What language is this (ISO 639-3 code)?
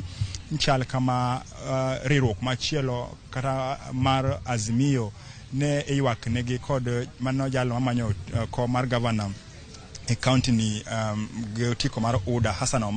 luo